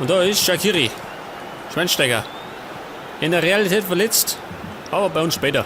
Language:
Bavarian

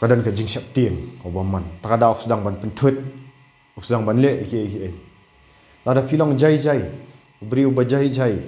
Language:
Khasi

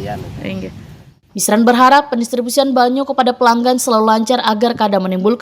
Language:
Banjar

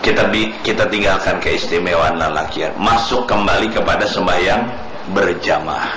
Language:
Banjar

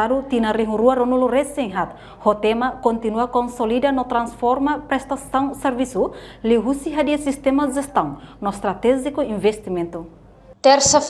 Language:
Tetum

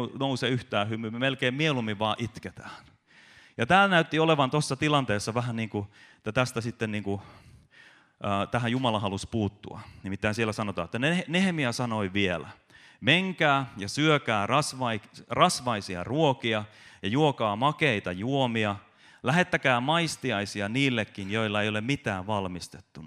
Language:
Finnish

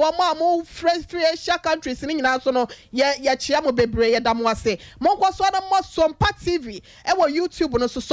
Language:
Akan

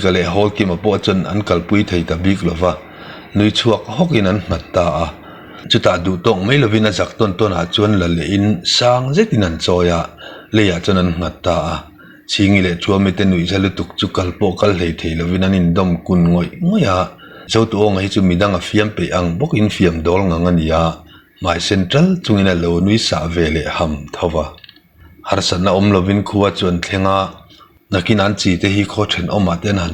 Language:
Mizo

